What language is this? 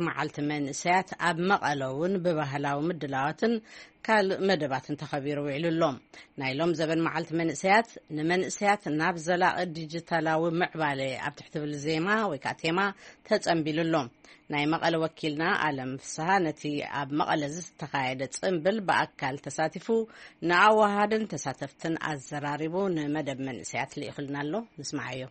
Tigrinya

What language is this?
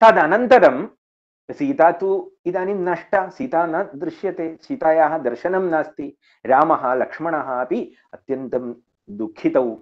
Sanskrit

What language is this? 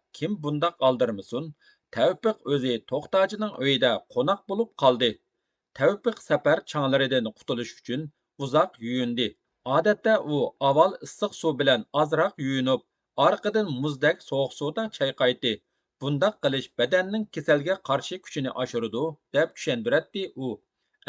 Uyghur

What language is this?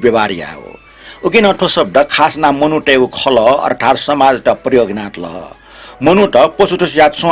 Newari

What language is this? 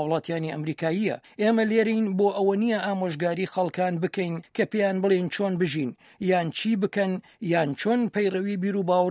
Central Kurdish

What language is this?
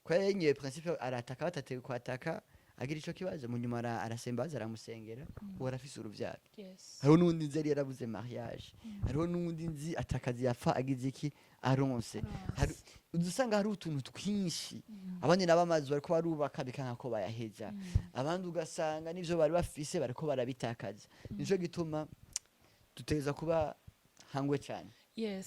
Rundi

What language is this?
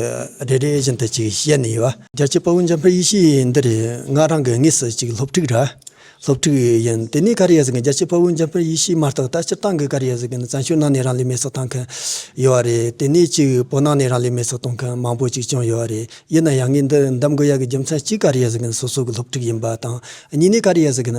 Tibetan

